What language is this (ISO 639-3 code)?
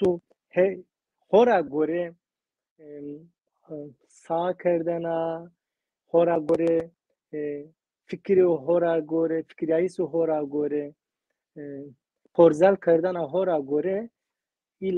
zza